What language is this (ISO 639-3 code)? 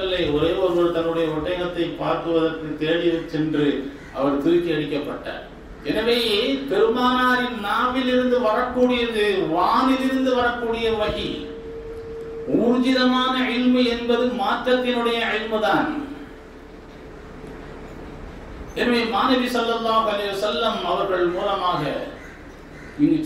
tam